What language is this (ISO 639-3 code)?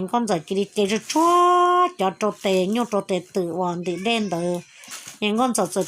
hmn